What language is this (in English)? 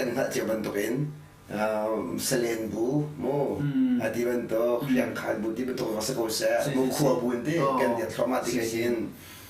Hakha Chin